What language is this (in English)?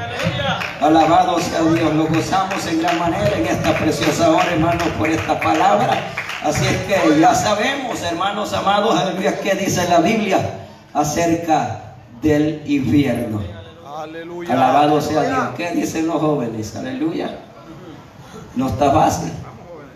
Spanish